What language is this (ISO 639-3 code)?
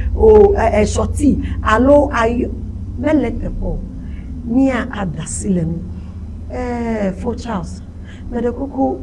ewe